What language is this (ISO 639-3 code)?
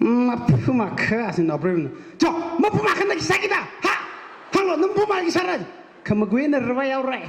nmf